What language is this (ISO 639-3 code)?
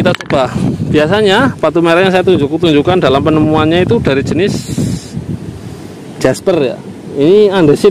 ind